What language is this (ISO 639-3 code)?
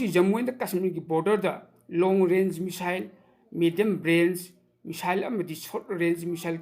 mni